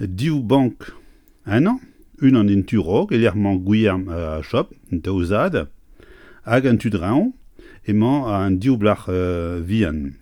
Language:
Breton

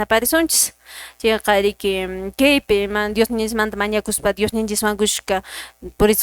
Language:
Quechua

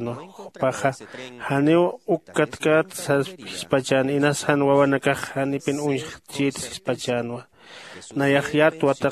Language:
Aymara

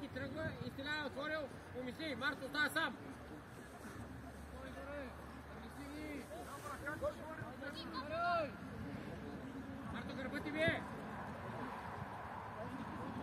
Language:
Bulgarian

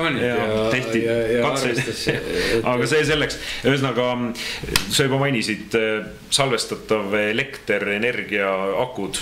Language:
Estonian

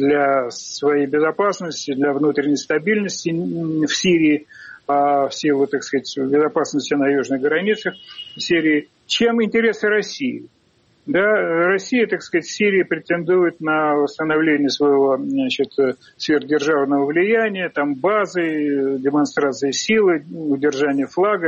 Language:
Russian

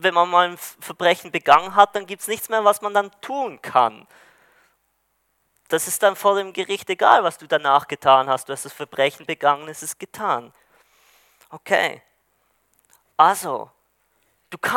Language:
German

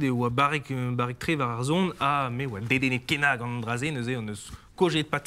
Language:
Breton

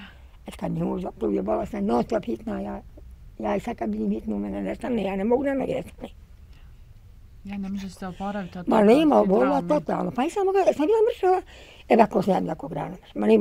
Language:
Bosnian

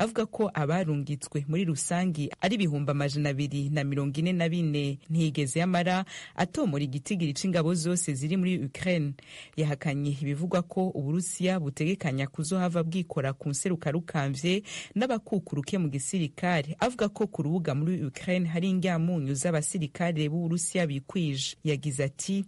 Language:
Rundi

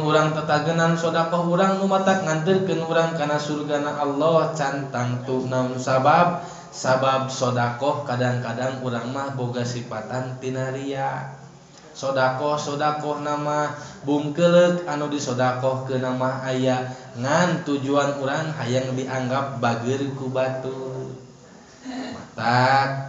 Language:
Sundanese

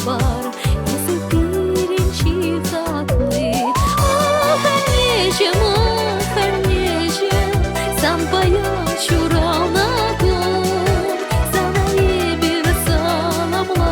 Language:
Chuvash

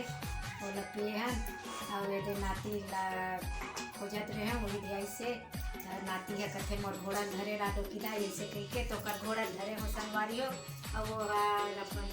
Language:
Chhattisgarhi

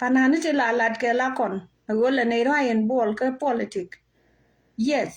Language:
Nuer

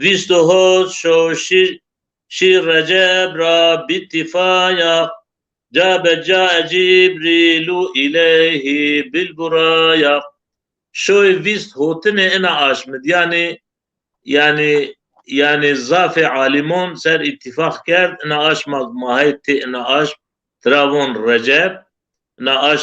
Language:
Zaza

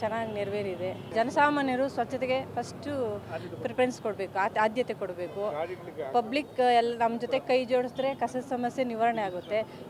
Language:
Kannada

